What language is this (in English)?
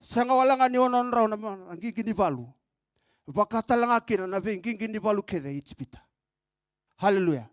Fijian